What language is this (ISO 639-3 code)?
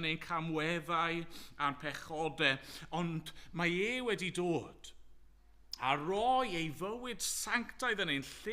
cym